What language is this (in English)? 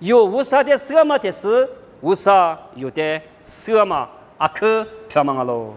Lisu